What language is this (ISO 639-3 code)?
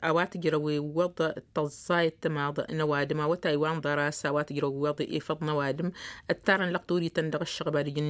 taq